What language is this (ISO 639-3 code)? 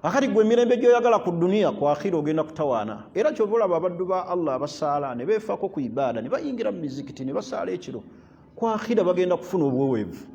lug